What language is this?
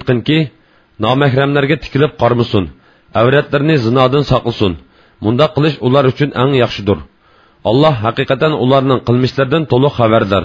Uyghur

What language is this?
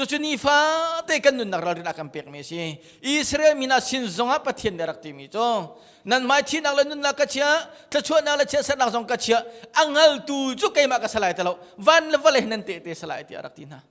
Hakha Chin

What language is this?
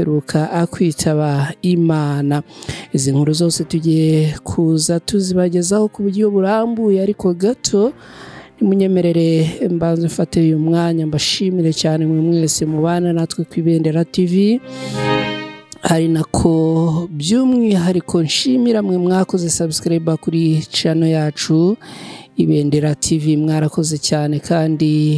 Kinyarwanda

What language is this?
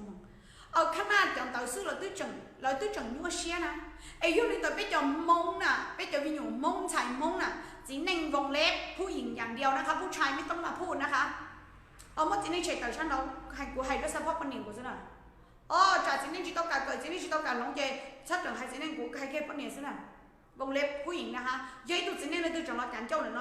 Hmong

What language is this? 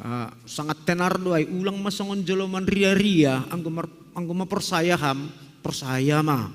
Batak Simalungun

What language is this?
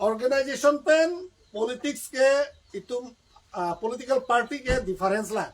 Karbi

